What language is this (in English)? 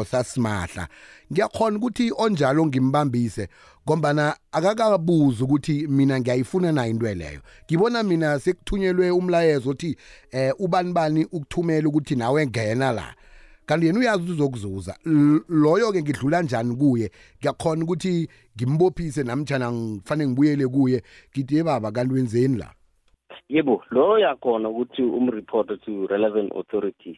South Ndebele